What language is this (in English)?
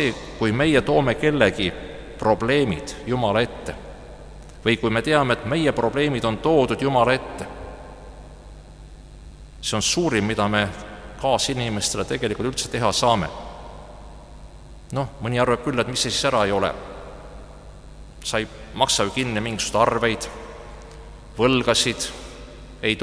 Estonian